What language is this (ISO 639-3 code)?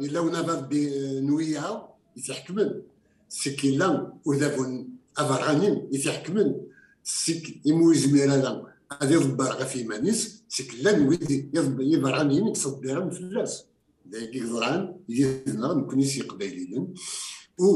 kab